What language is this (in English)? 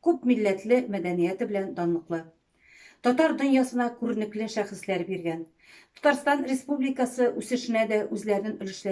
Tatar